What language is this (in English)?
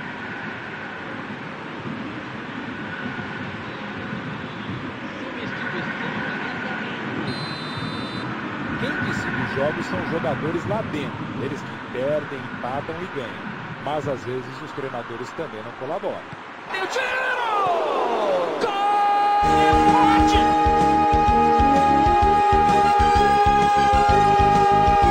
Portuguese